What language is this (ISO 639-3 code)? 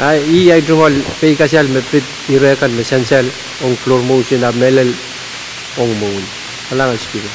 pon